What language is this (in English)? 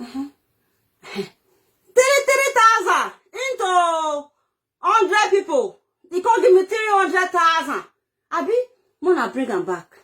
Nigerian Pidgin